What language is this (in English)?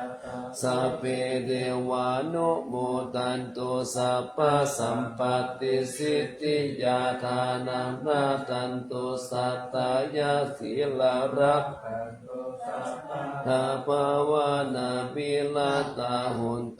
Pali